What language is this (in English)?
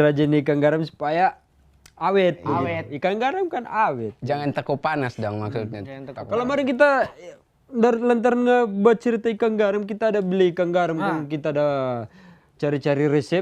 Manado Malay